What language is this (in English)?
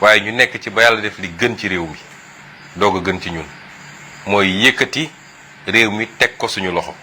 Wolof